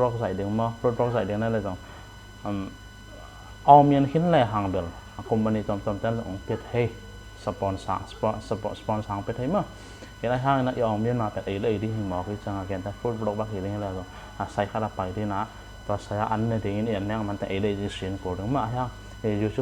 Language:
Tedim Chin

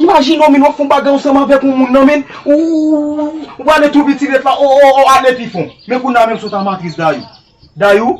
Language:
Haitian Creole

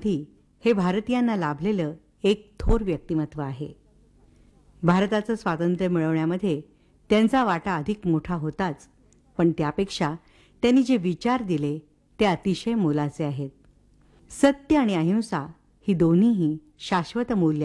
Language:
Marathi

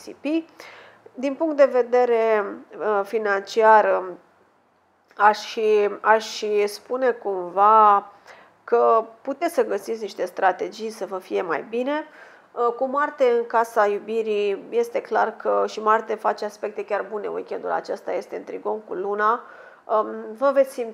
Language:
Romanian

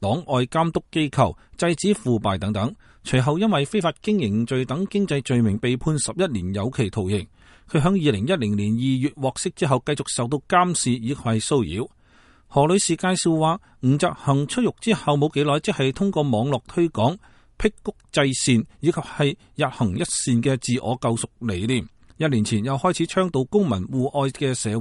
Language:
Cantonese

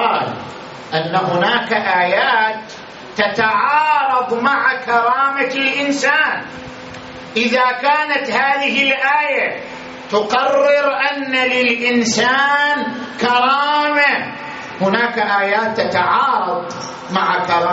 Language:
Arabic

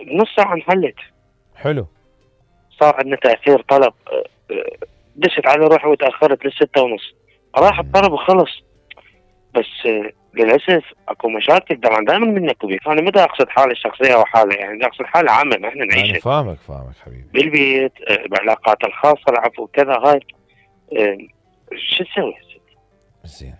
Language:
Mesopotamian Arabic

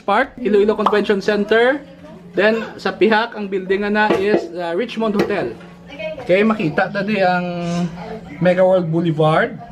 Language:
Hiligaynon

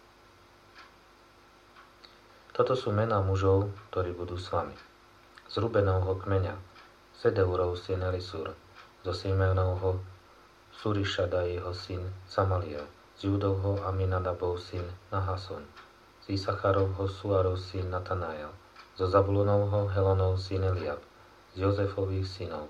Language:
Slovak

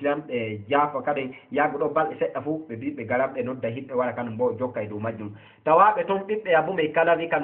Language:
Fula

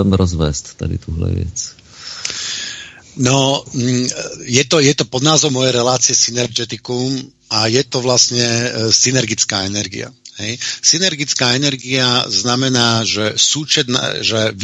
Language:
Slovak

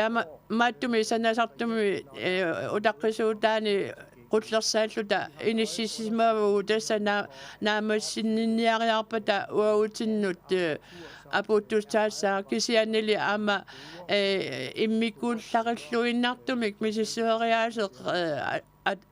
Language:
Kalaallisut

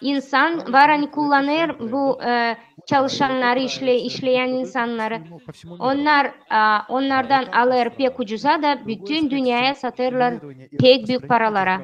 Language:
Gagauz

